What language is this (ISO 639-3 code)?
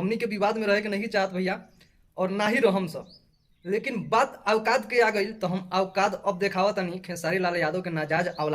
bho